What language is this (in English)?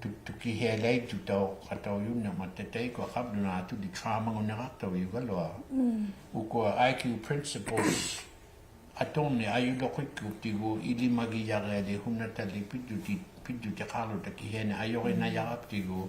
Inuktitut